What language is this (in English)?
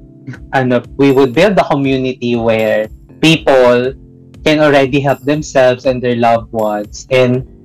Filipino